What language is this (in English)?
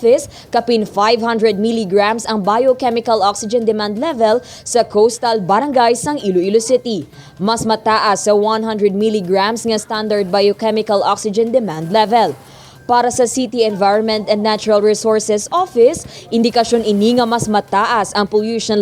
Hiligaynon